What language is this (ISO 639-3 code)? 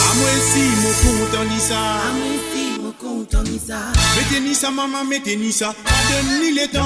mfe